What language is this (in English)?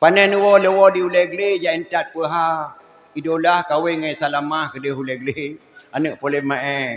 Achinese